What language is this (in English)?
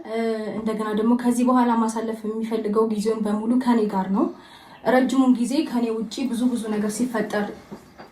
Amharic